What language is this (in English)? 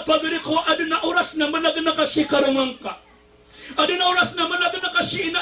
Maranao